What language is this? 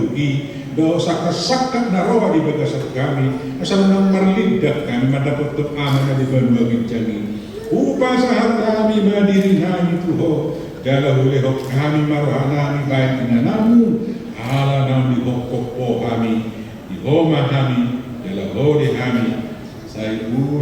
Batak Toba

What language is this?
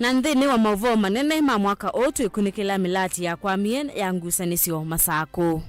Kamba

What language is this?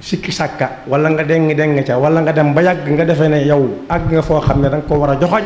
Wolof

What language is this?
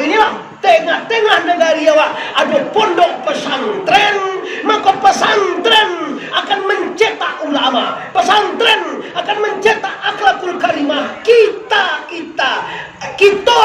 Minangkabau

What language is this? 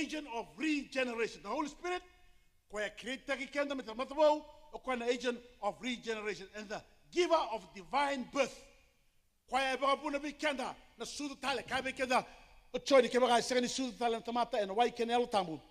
Fijian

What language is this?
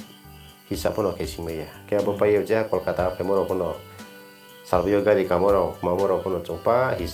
Riang (India)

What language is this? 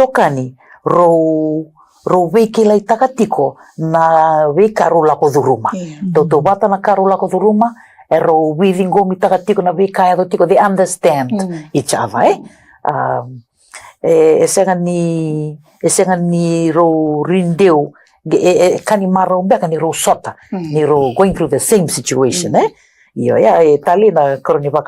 Fijian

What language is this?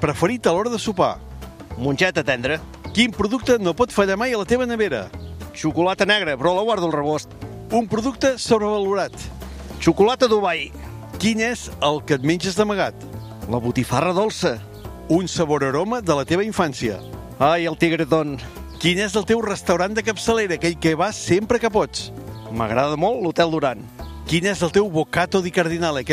Catalan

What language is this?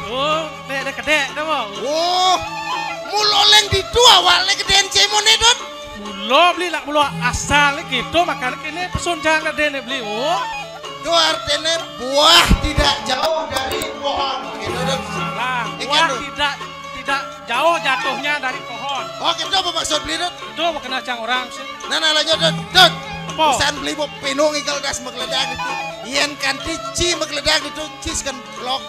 Balinese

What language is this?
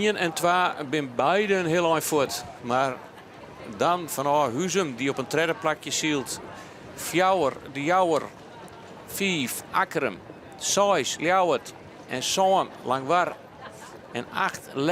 Western Frisian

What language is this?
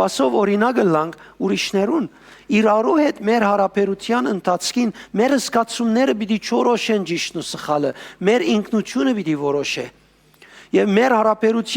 Western Armenian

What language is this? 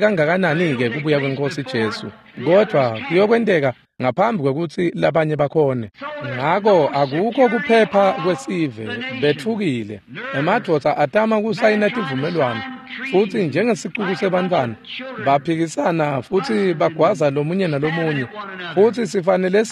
Swati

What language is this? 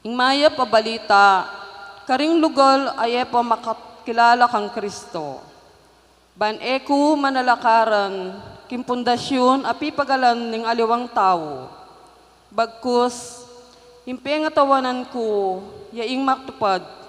Pampanga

